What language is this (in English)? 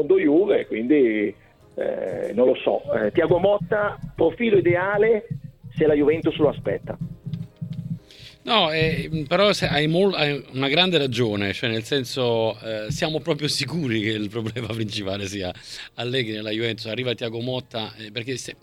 Italian